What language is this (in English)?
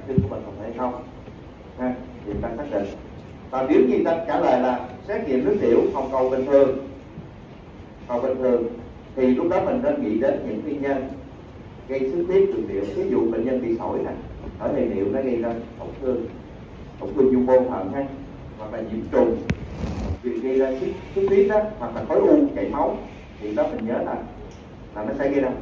Vietnamese